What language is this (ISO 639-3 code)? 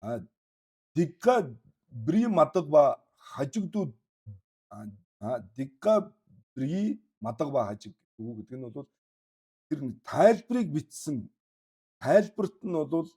mon